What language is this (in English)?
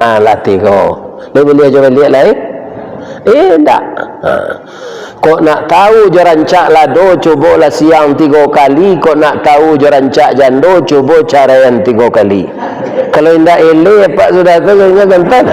Minangkabau